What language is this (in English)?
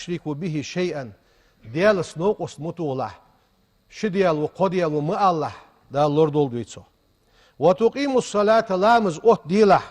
Ingush